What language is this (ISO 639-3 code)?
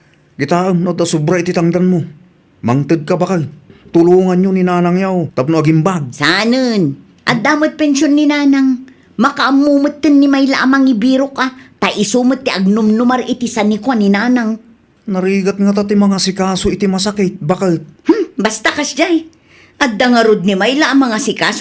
ilo